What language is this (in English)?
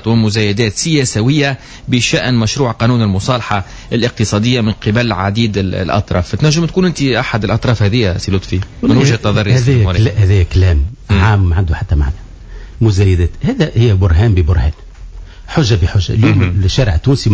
Tunisian Arabic